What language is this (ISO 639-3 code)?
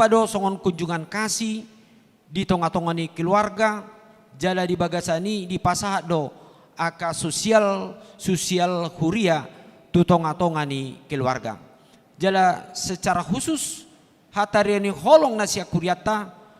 bbc